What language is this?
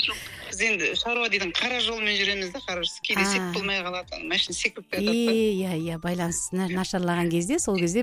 Kazakh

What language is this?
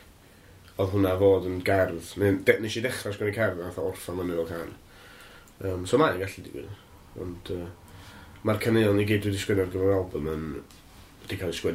Welsh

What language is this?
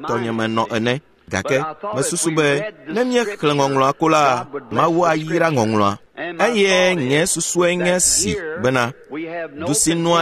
Ewe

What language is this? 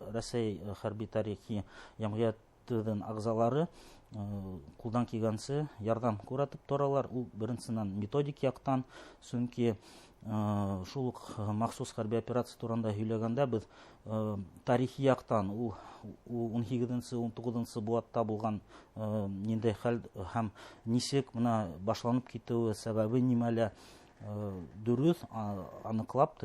Bashkir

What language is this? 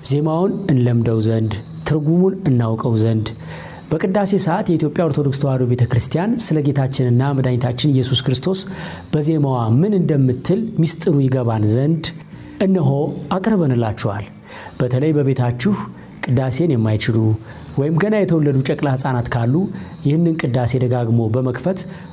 Amharic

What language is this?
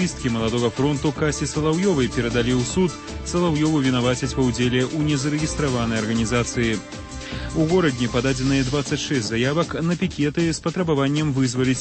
Belarusian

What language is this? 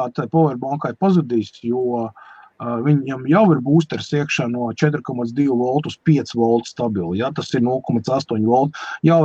Latvian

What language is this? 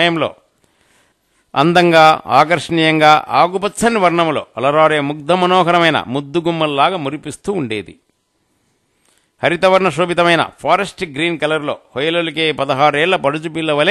Telugu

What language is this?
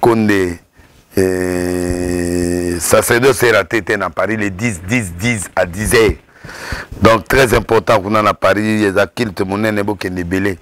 Lingala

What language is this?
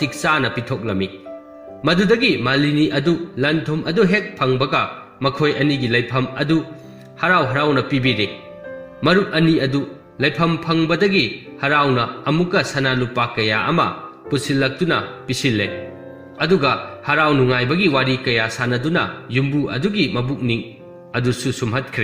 Manipuri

